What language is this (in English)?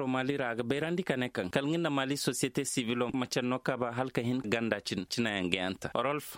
Koyraboro Senni